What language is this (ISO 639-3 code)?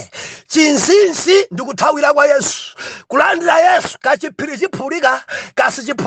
nya